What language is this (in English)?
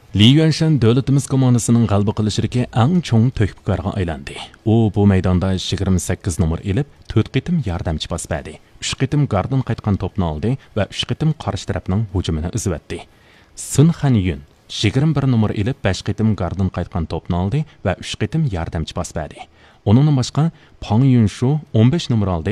Uyghur